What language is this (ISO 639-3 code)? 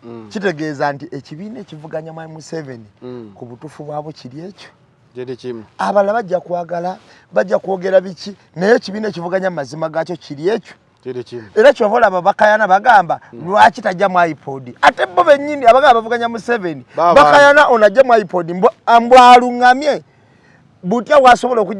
lug